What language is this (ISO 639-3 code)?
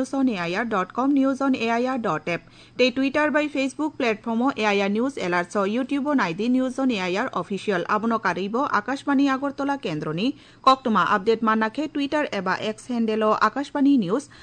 trp